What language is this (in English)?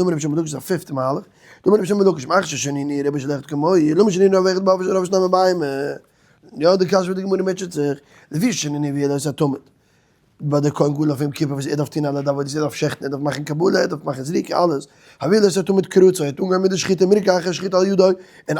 Yiddish